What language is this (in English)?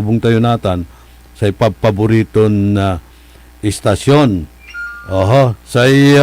Pangasinan